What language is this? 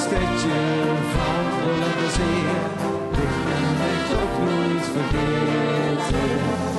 Limburgish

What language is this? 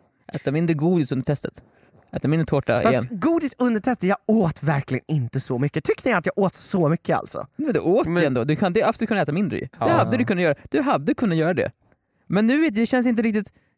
Swedish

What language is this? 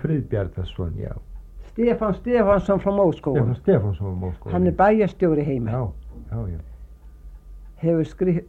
Icelandic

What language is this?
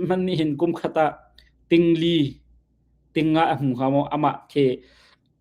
Hakha Chin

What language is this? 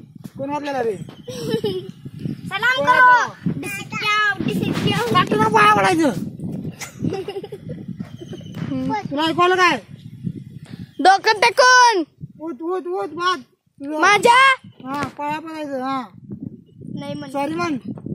Marathi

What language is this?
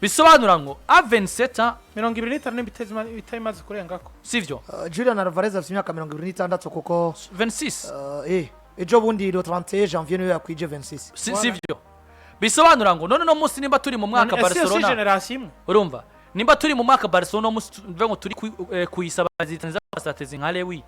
Rundi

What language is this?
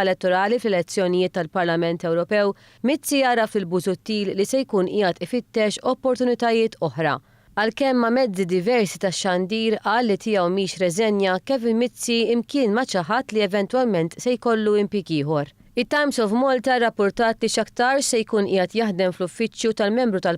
Maltese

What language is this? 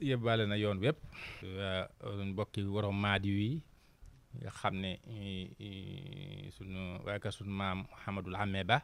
Wolof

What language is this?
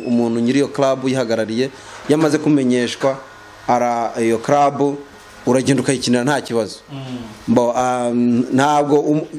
Kinyarwanda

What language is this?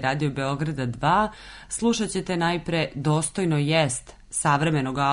Serbian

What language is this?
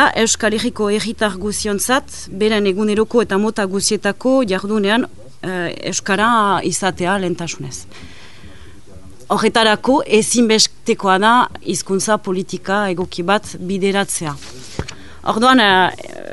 Basque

